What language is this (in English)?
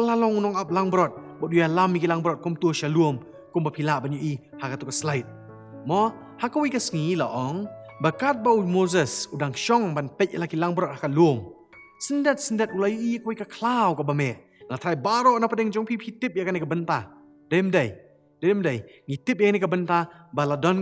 Khasi